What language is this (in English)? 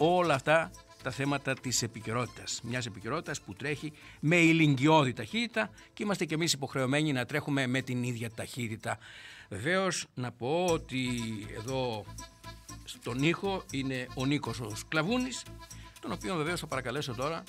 Greek